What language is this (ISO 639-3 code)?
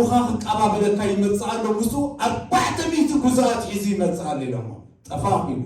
tir